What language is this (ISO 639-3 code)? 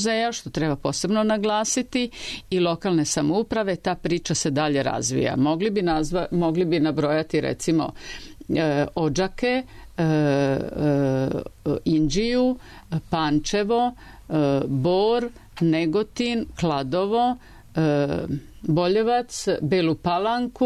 srp